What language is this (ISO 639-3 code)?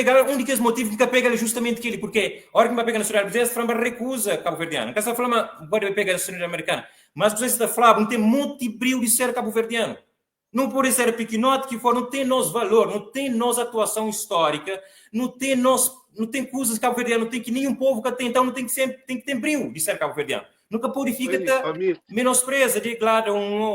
kea